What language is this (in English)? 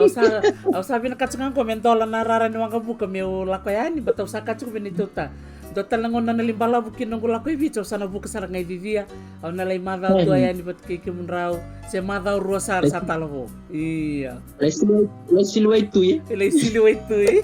Fijian